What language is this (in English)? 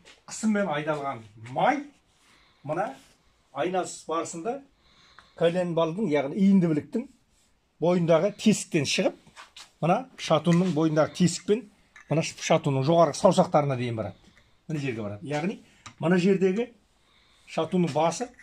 Kazakh